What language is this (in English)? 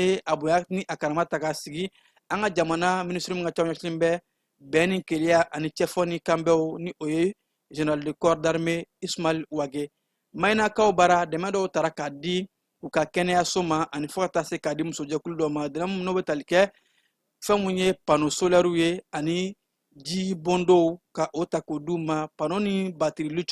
Bambara